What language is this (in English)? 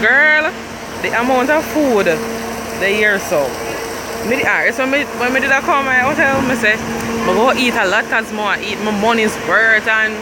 Jamaican Creole English